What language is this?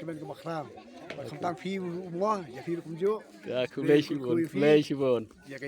Khasi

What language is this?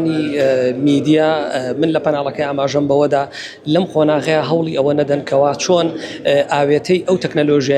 Central Kurdish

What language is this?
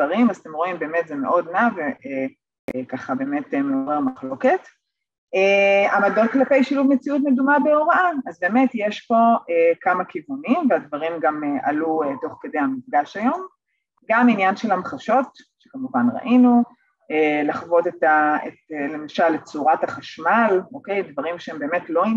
Hebrew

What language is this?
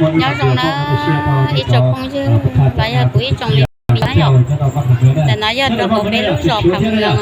Hmong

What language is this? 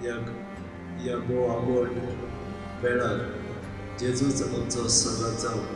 Konkani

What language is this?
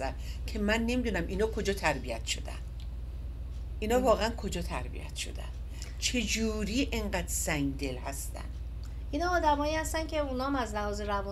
Persian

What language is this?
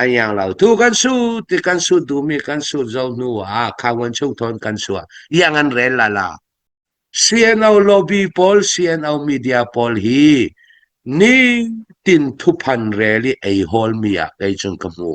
Hakha Chin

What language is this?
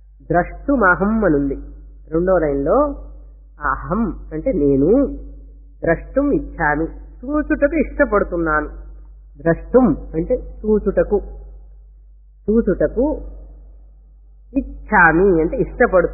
Telugu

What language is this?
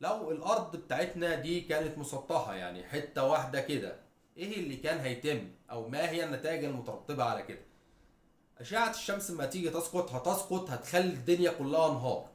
Egyptian Arabic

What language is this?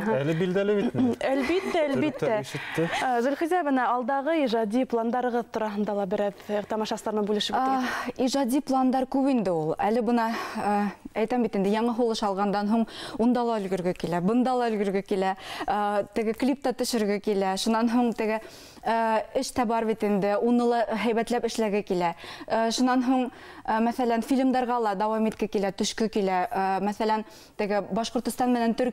Bashkir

